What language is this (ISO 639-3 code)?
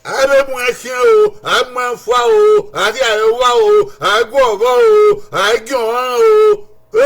bin